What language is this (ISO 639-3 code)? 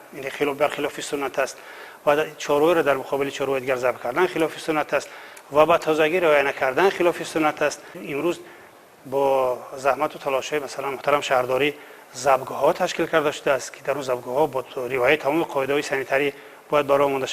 tgk